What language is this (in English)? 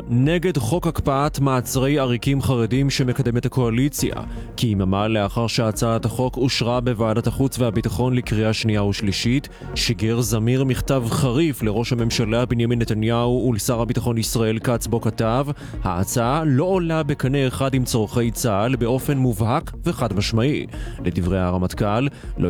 Hebrew